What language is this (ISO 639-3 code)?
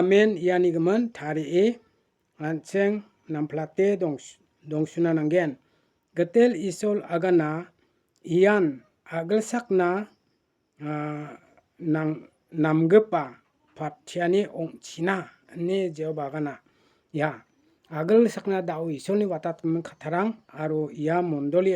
grt